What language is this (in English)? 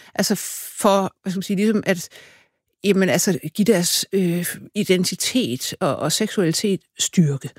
Danish